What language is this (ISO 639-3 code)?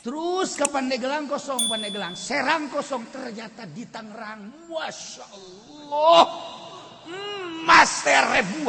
sun